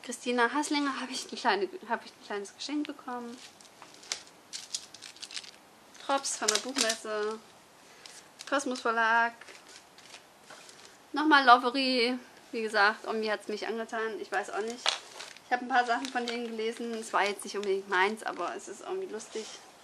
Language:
German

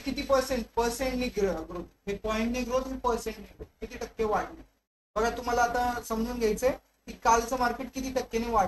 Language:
Marathi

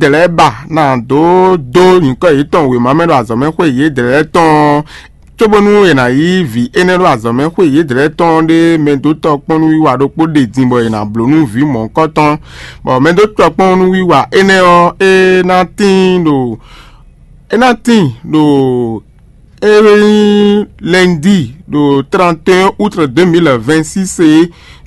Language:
Fon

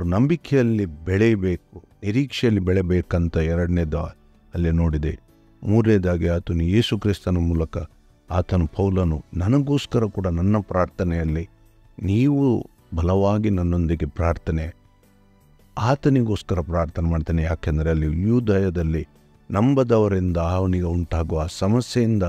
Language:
Kannada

